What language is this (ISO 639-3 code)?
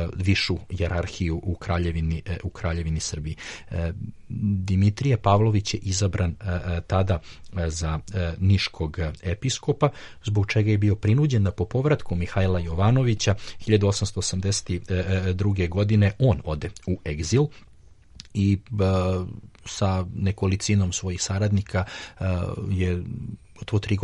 srp